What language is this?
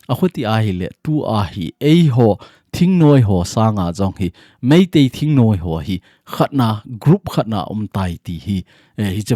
Thado Chin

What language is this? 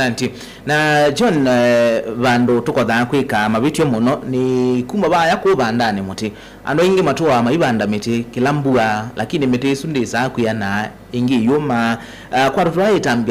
Kamba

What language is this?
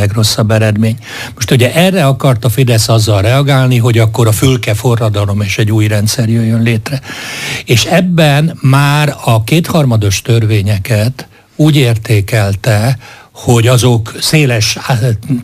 Hungarian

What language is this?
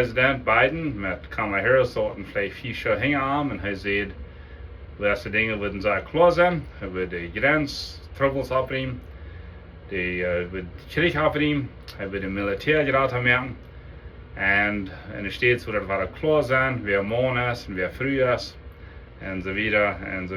Plautdietsch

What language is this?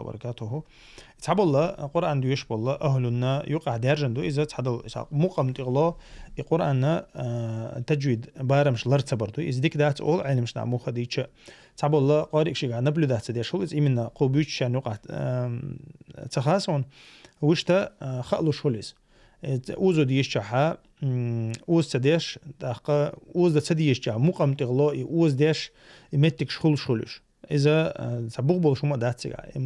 Chechen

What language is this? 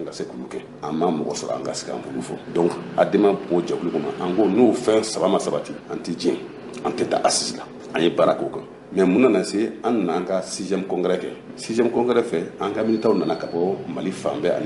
Bambara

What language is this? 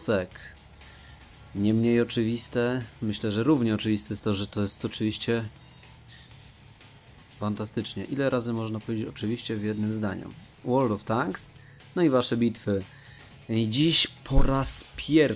Polish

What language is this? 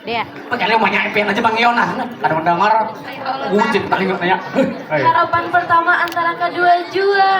Banjar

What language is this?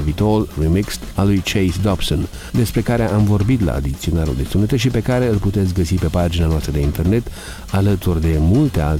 Romanian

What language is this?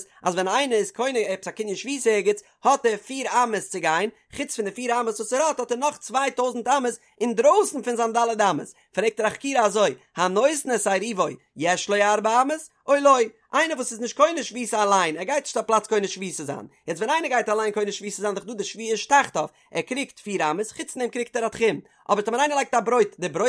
Yiddish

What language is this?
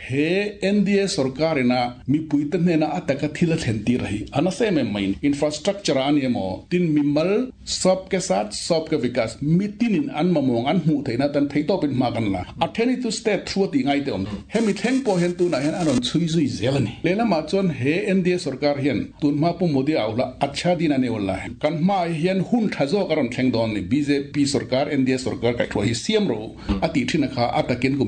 Mizo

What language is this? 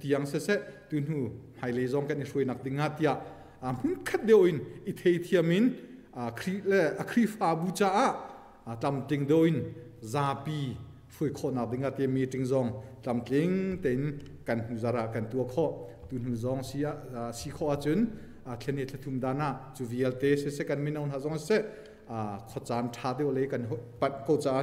Hakha Chin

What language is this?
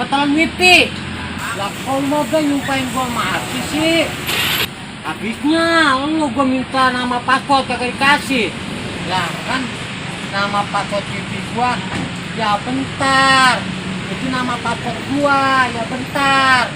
Betawi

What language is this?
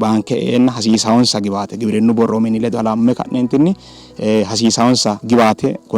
Sidamo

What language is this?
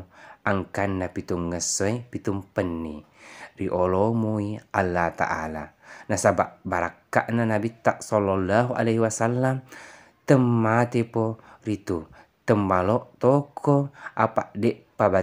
Buginese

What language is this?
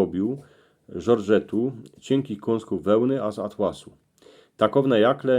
Silesian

